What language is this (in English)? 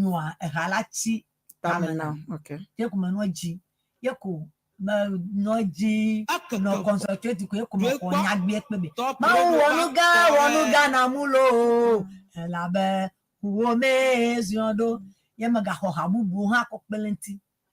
Ewe